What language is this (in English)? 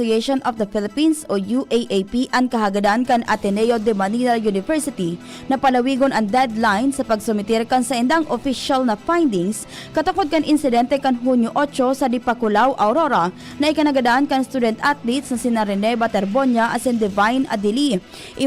Bikol